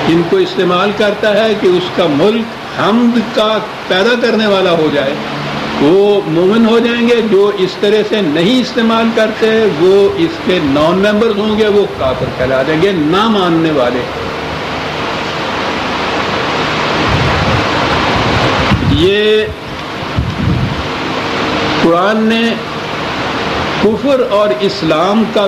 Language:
Urdu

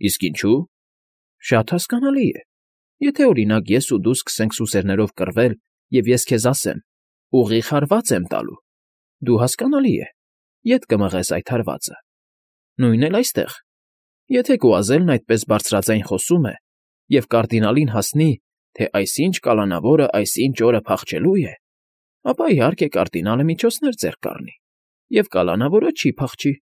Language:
Armenian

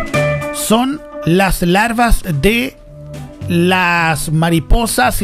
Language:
Spanish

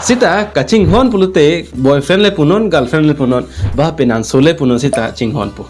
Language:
Karbi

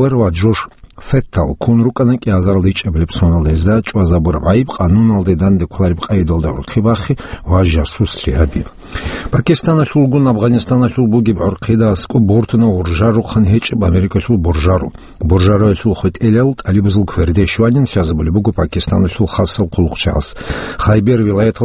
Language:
Avaric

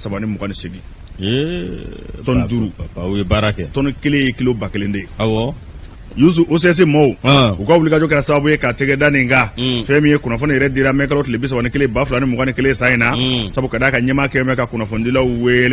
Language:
Bambara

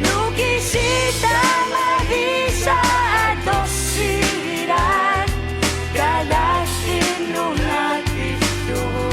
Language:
Kalaallisut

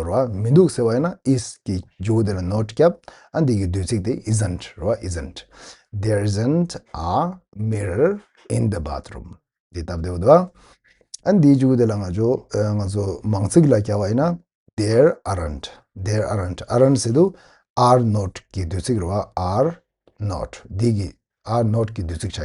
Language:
Tibetan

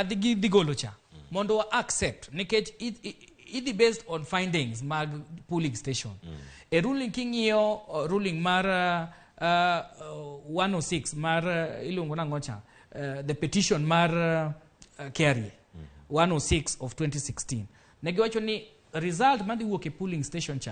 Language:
Luo (Kenya and Tanzania)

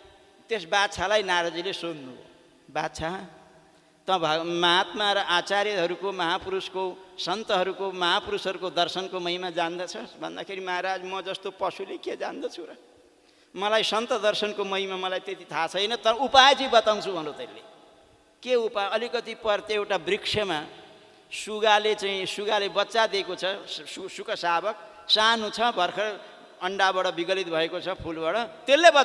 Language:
Nepali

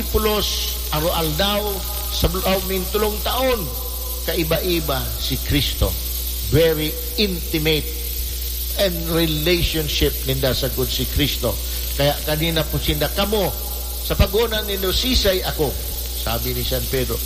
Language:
Bikol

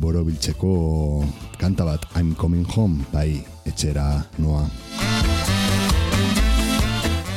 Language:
Basque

